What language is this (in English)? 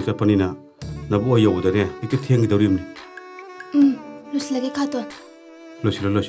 Manipuri